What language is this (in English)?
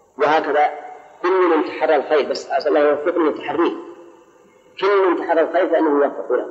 Arabic